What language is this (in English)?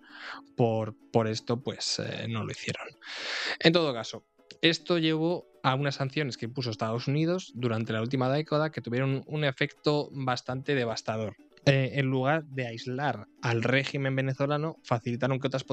Spanish